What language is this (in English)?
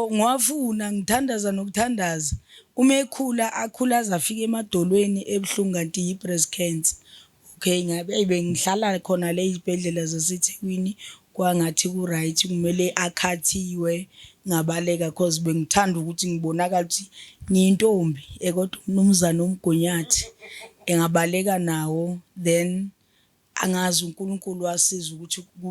Zulu